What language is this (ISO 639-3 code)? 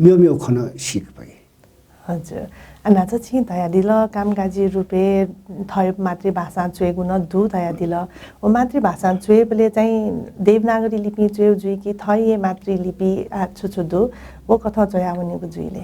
new